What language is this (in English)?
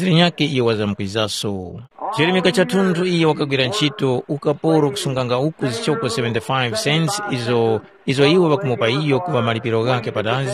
Tumbuka